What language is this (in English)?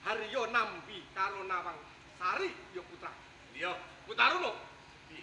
Javanese